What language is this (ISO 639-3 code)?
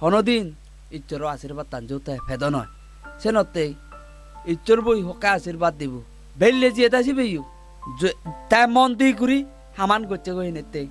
ccp